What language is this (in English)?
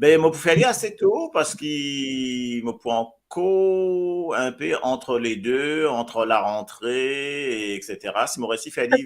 Morisyen